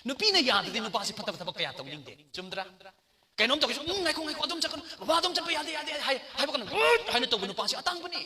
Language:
Manipuri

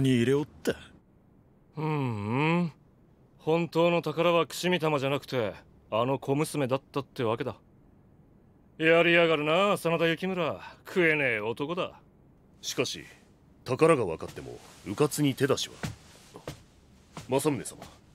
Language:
Japanese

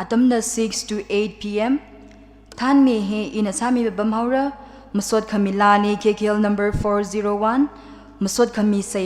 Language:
Tangkhul Naga (India)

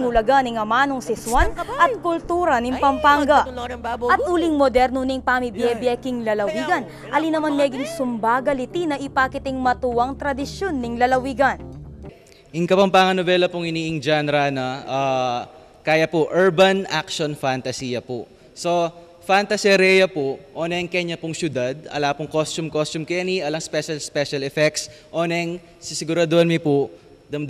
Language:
Pampanga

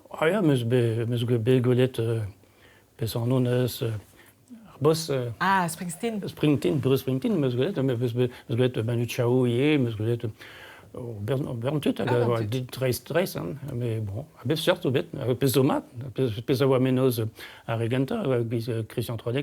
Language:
Breton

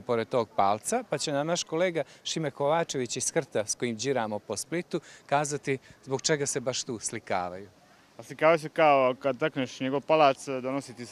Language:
Croatian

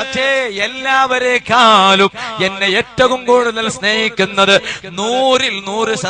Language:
Malayalam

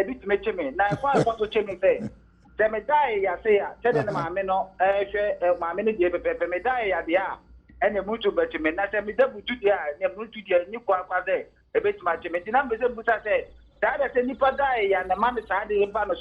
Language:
Akan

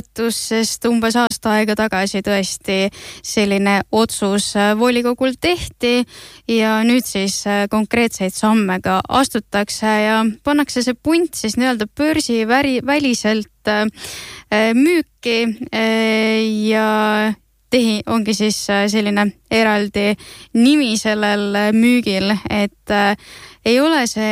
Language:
Estonian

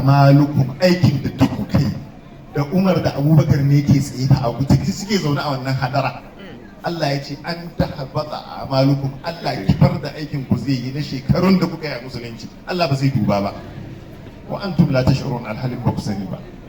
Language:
Hausa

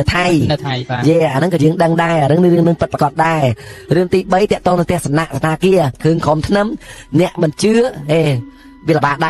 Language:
Khmer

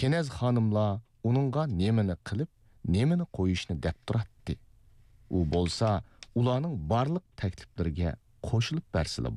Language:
Uyghur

